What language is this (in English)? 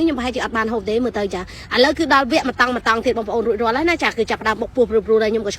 Khmer